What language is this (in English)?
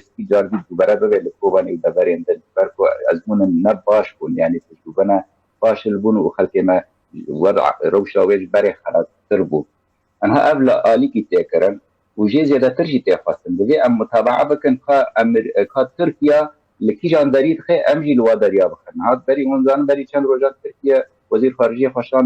Kurdish